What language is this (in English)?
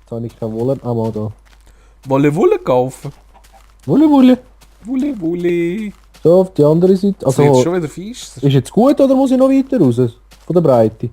Swiss German